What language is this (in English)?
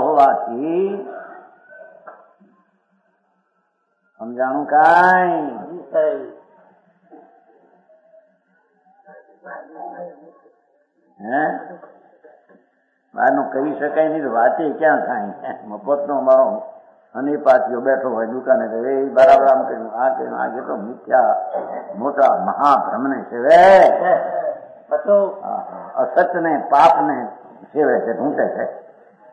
Gujarati